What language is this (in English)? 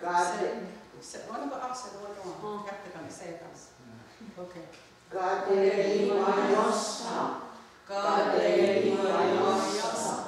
Mohawk